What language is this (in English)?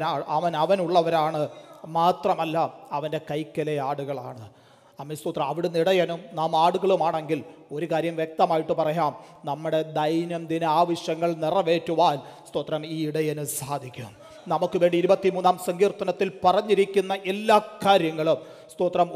Malayalam